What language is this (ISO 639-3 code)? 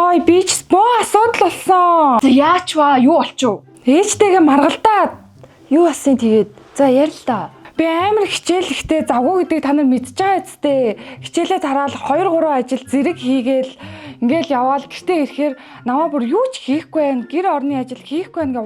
mon